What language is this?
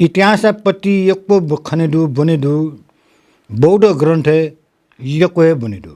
Newari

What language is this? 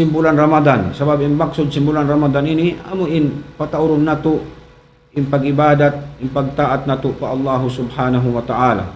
Tausug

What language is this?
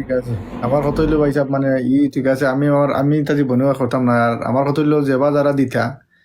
Sylheti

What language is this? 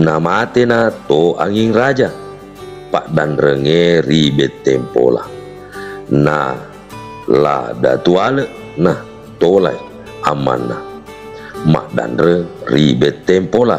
Buginese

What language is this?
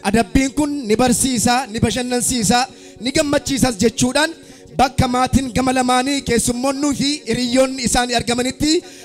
Oromo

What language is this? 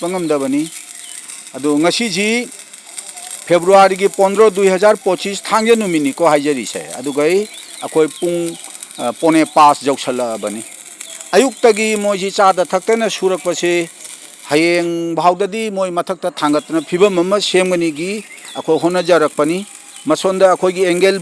Manipuri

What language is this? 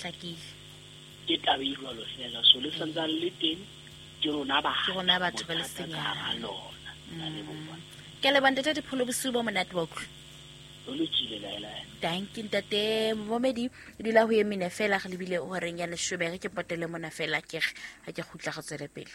Southern Sotho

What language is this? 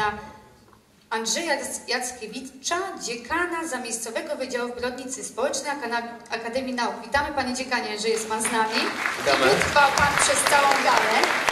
Polish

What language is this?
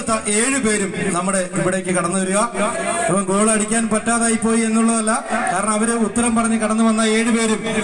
Malayalam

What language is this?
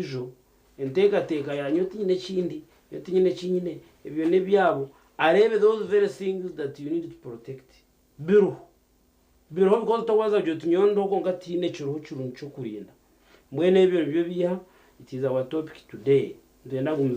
Nyankole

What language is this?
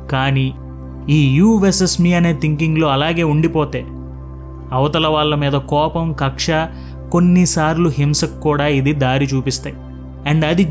Telugu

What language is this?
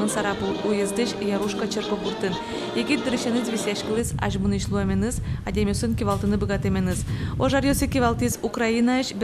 Udmurt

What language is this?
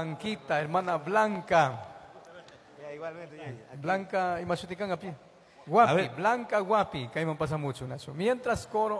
Chimborazo Highland Quichua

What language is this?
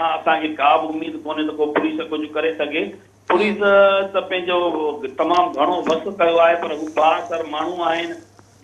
Sindhi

